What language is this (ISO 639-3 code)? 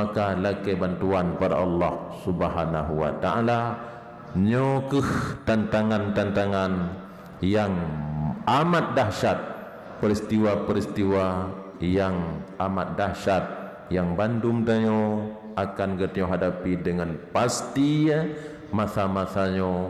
ace